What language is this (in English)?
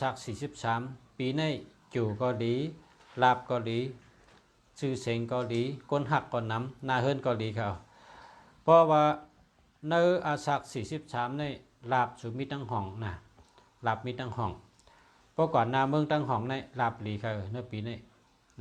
Shan